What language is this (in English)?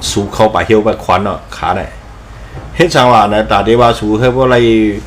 Shan